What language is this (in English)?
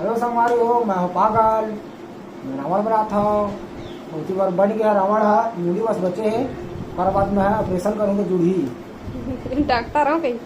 Chhattisgarhi